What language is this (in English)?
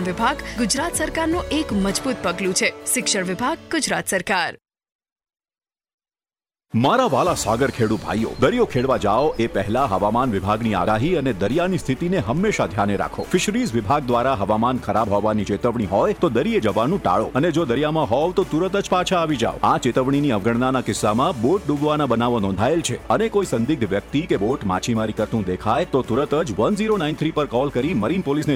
Gujarati